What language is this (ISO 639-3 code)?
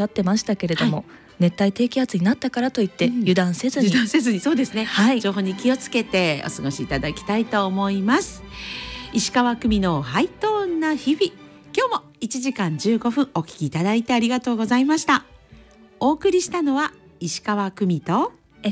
jpn